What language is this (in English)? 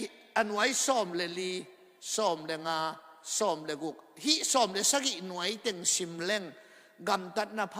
Tedim Chin